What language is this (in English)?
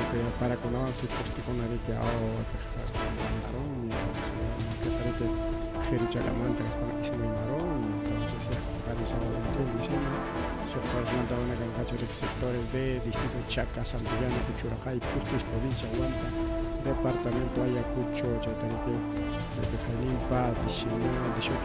Ayacucho Quechua